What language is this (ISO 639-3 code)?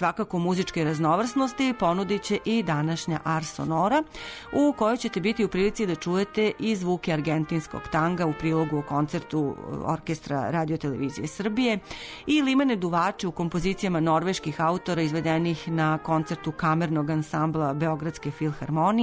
srp